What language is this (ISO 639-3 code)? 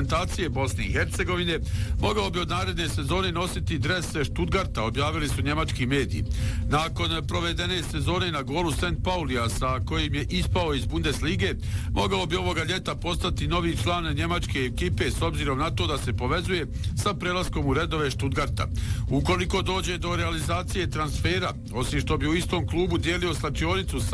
bos